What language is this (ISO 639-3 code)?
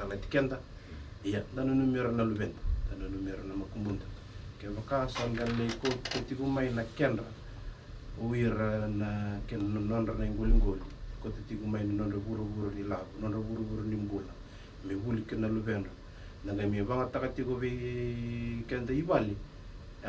fij